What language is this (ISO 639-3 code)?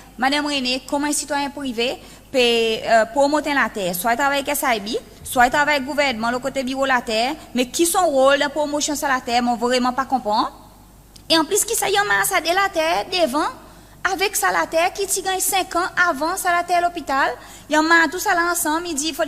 crs